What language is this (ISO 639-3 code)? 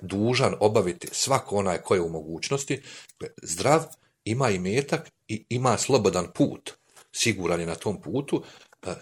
bos